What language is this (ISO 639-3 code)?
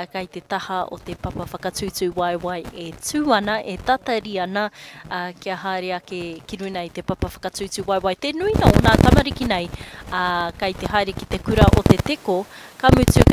mri